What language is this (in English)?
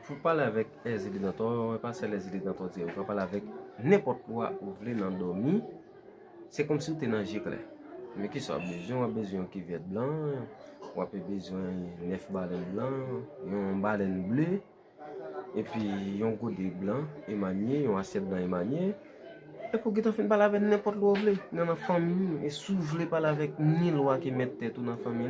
Haitian Creole